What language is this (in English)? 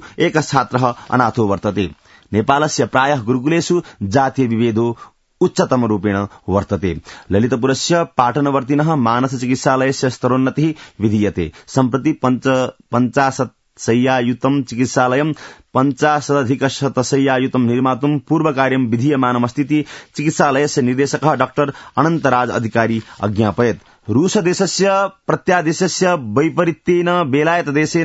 Sanskrit